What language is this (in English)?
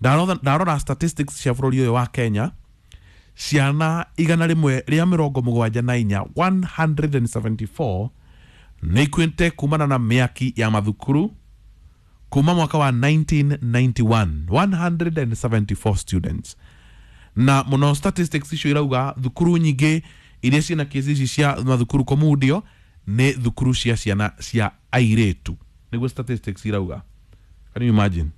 Kikuyu